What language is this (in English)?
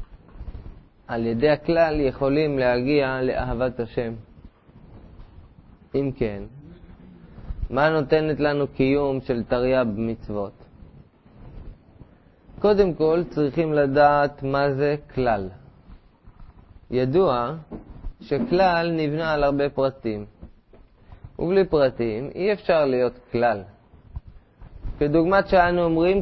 Hebrew